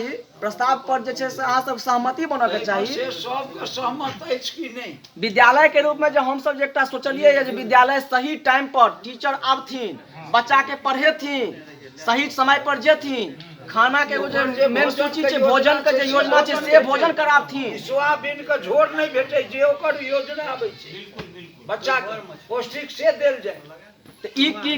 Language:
Maithili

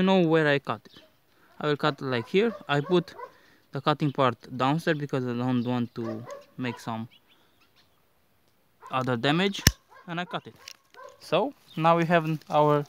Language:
English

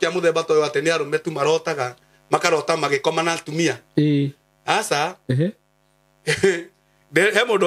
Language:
Kikuyu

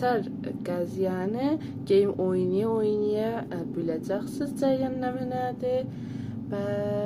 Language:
South Azerbaijani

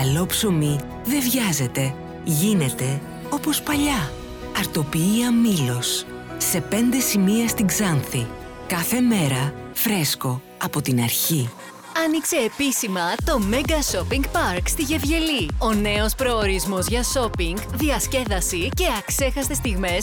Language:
Greek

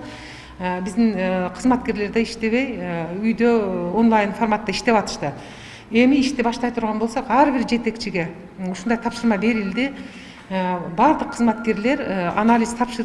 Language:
Kyrgyz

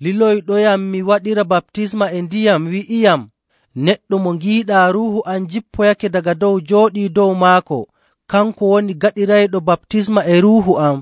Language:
Nigerian Fulfulde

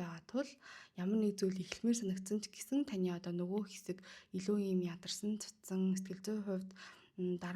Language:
Mongolian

